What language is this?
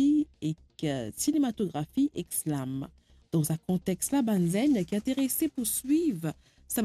Morisyen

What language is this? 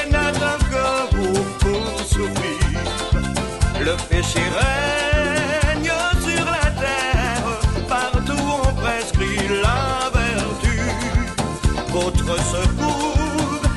French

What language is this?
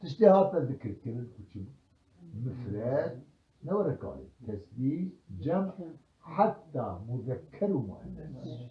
Kurdish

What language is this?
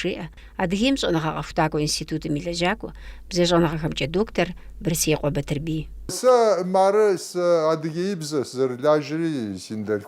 Kabardian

